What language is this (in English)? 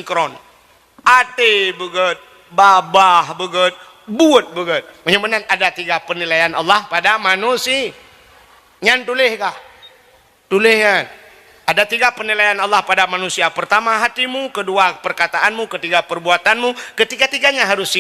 Achinese